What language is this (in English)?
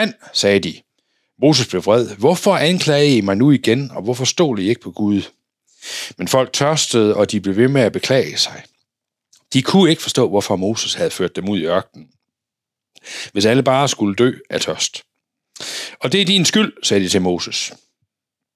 Danish